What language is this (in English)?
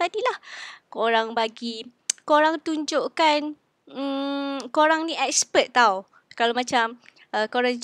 Malay